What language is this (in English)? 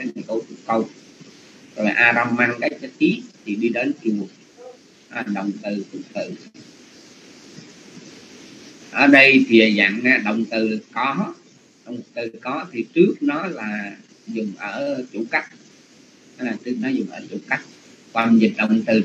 Vietnamese